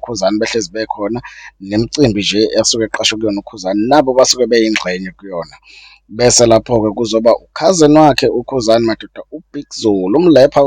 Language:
Zulu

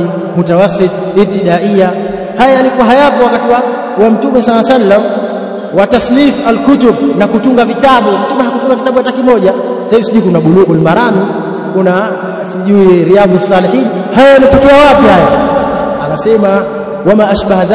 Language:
Swahili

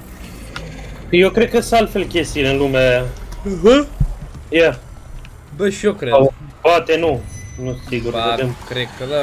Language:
Romanian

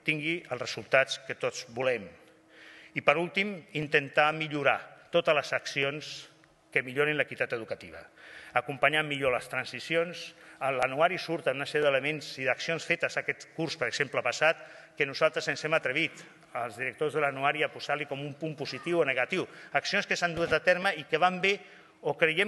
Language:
Catalan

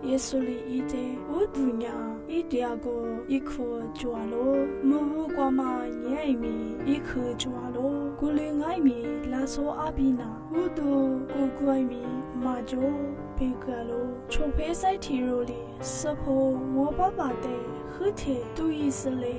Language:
Lisu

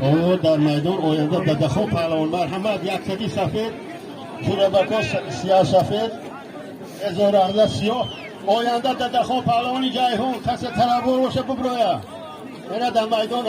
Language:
Tajik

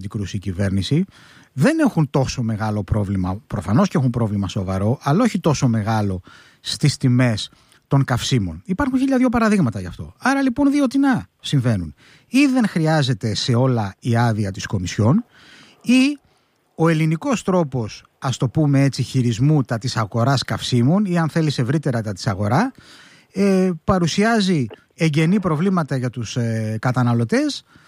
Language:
Greek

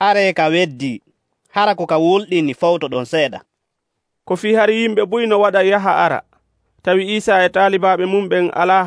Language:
Nigerian Fulfulde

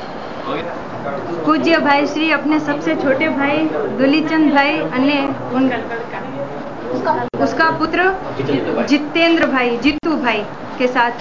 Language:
Gujarati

